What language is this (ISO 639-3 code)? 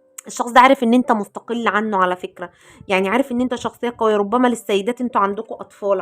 arz